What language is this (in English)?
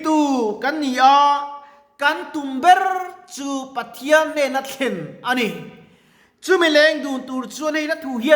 Mizo